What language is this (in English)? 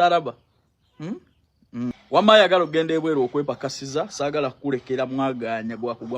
Ganda